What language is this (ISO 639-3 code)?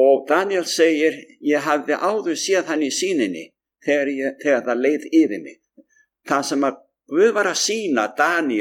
isl